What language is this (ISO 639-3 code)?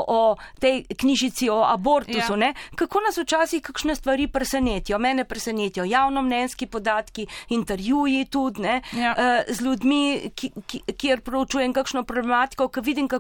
slv